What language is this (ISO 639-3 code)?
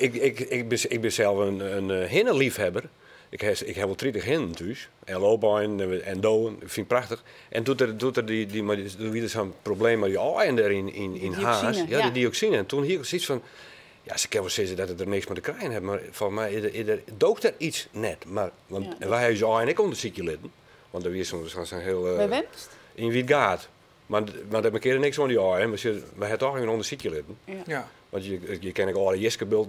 fry